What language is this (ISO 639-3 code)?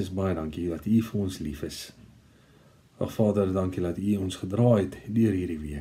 afr